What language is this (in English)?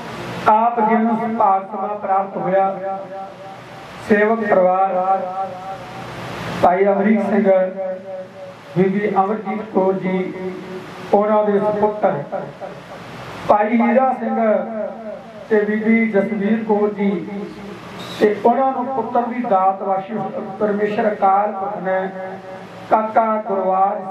Punjabi